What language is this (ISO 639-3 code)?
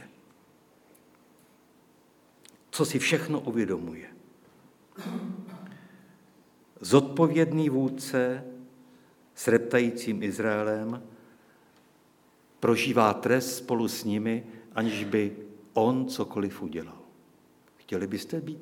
ces